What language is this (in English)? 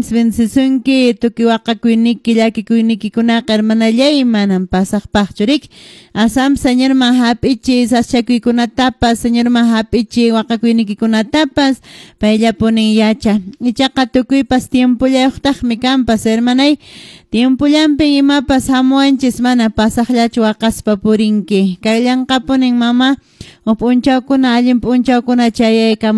Quechua